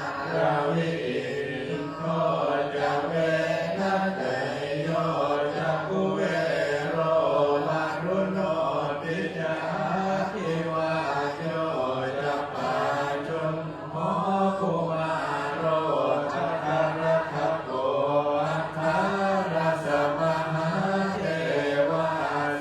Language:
Pali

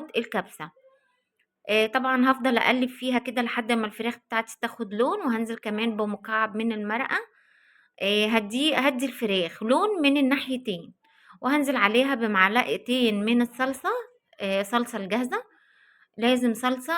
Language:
Egyptian Arabic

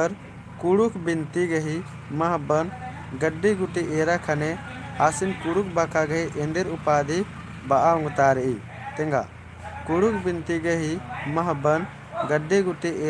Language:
Kurukh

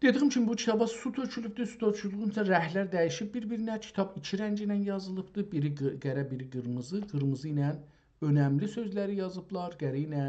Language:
South Azerbaijani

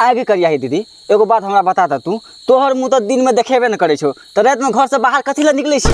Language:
Maithili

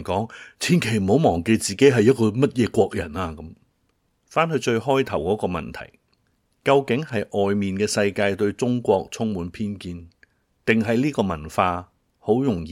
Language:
Cantonese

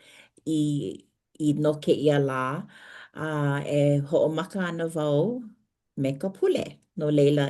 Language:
Hawaiian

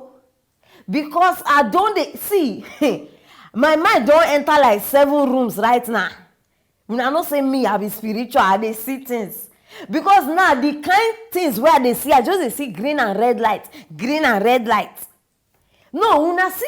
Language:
Nigerian Pidgin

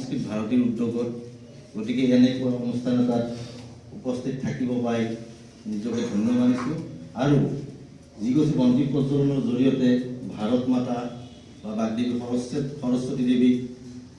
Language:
Assamese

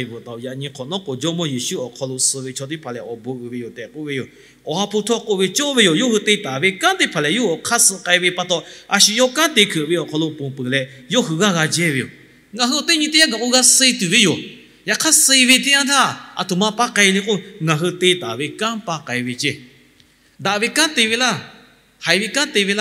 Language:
Lahu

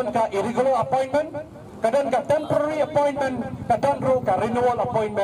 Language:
Khasi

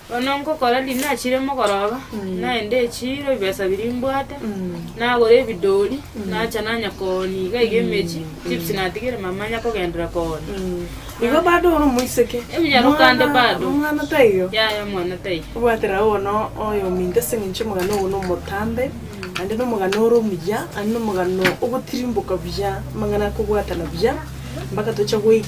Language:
Gusii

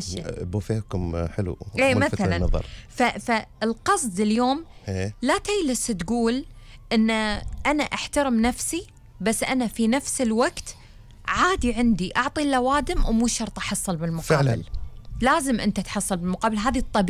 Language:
Gulf Arabic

